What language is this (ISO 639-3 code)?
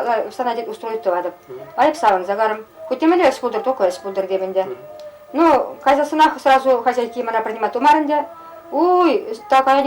chv